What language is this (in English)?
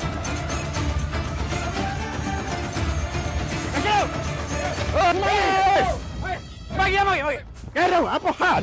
Malay